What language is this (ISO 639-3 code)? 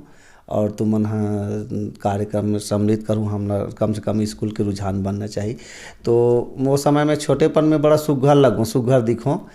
hne